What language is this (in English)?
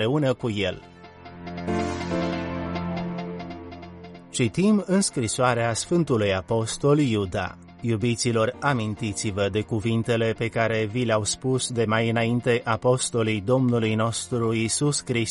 Romanian